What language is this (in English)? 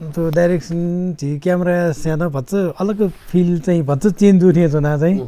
Newari